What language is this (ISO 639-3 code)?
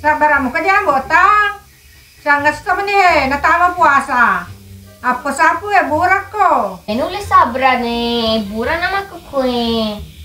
bug